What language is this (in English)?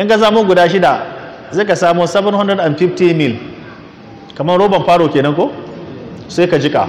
Hausa